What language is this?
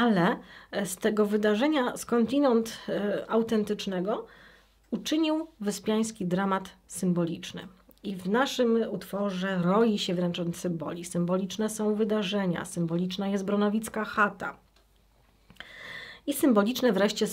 Polish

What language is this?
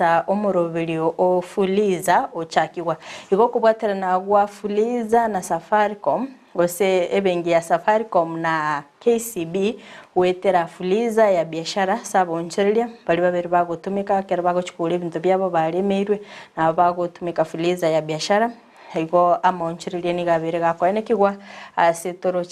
Gusii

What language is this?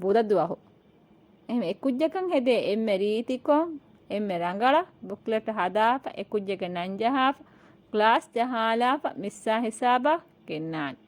Divehi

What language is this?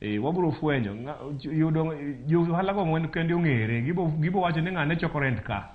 Luo (Kenya and Tanzania)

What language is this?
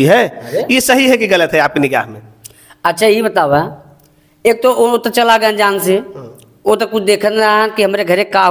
Bhojpuri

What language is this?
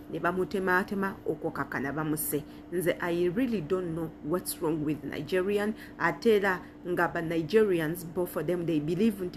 Ganda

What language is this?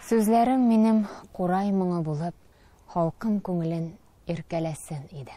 Tatar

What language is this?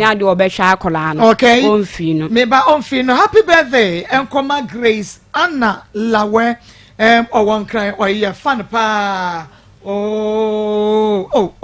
Akan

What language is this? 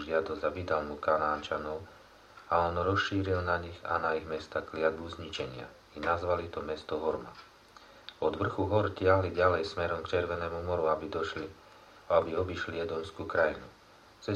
Slovak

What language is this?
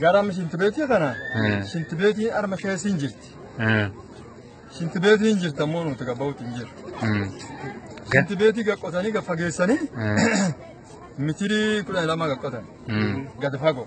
Oromo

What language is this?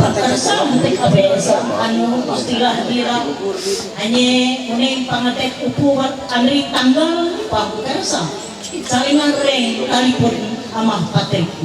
Ma'anyan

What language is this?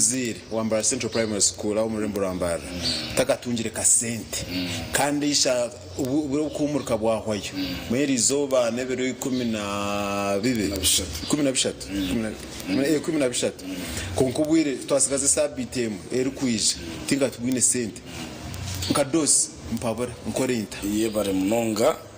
Nyankole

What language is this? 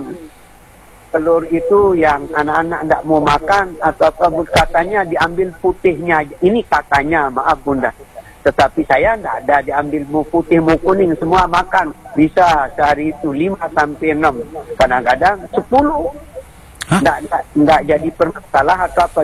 Indonesian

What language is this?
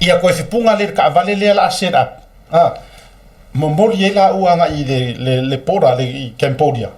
Samoan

